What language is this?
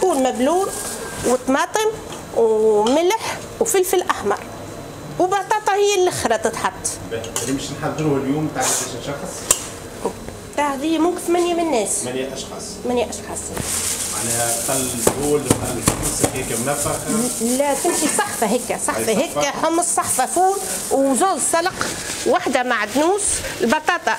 Tunisian Arabic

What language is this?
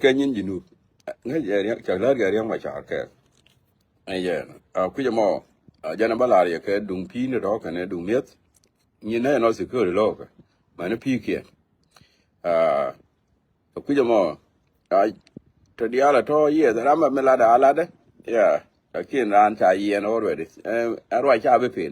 Nuer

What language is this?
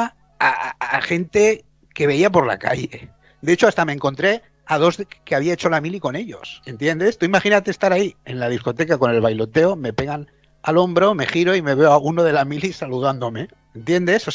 Spanish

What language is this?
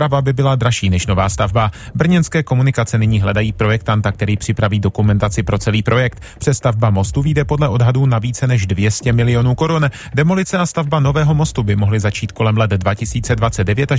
Czech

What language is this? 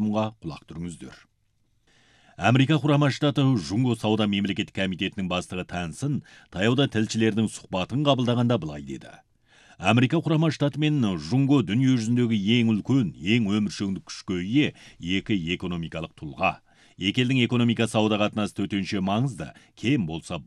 Kazakh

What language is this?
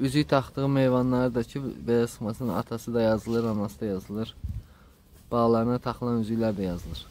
Azerbaijani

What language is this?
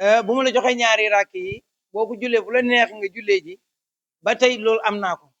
Wolof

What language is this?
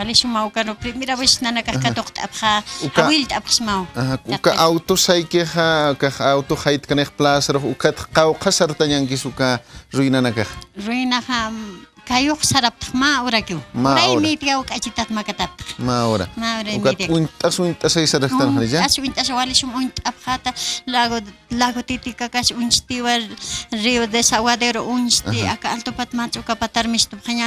Aymara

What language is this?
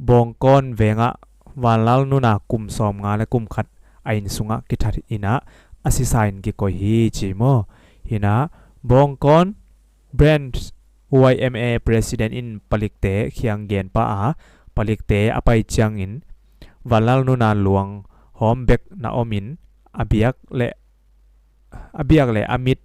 Tedim Chin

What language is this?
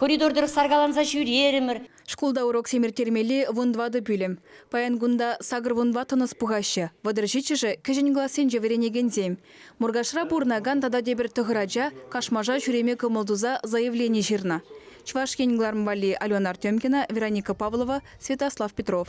Chuvash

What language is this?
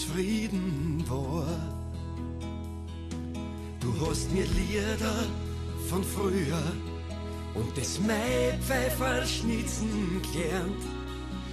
German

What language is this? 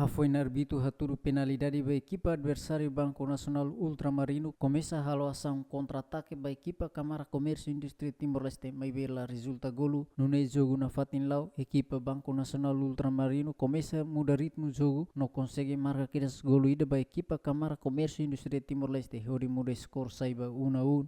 Tetum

